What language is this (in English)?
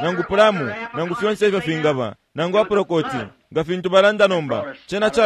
Bemba